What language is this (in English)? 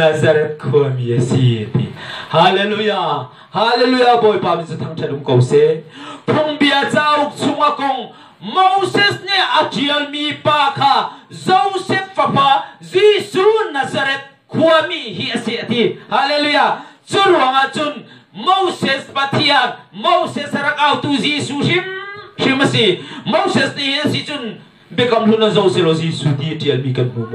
Hakha Chin